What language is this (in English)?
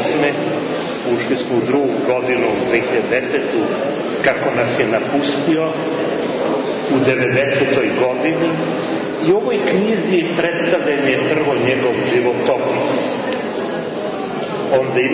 Serbian